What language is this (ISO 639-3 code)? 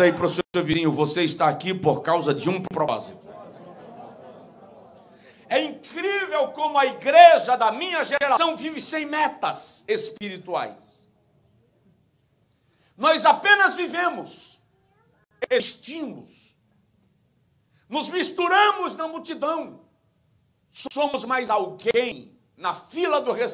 por